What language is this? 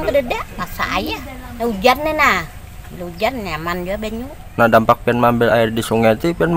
Banjar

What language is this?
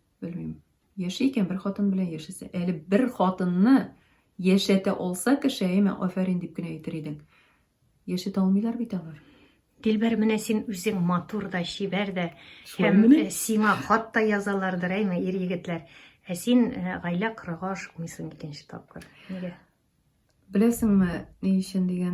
Tatar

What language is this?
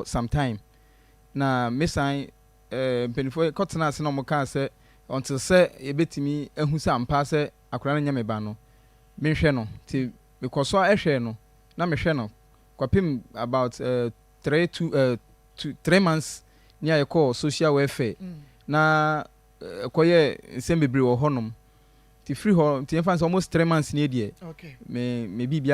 Akan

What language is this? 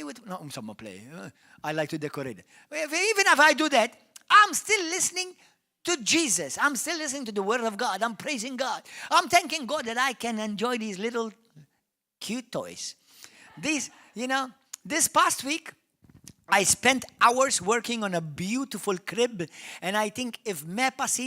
English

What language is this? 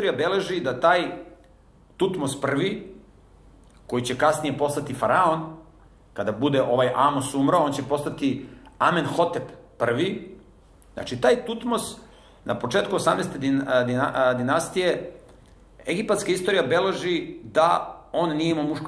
Serbian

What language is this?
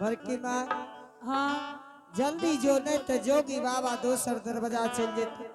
Angika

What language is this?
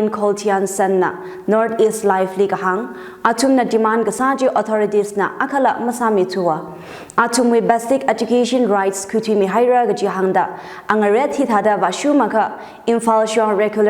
Tangkhul Naga (India)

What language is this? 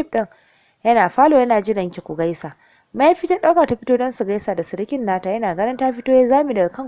Hausa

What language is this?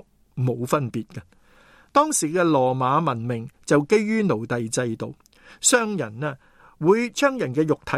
Cantonese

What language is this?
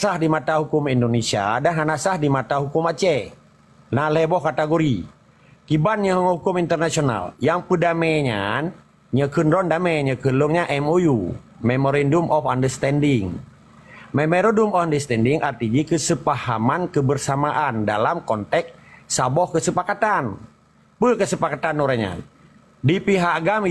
Achinese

